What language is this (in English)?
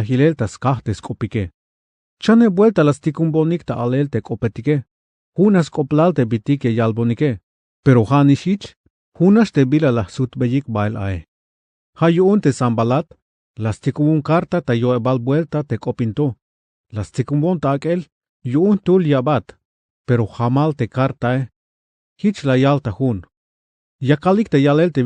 Tzeltal